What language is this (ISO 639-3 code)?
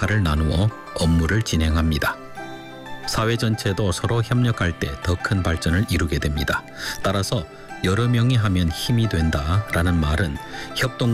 kor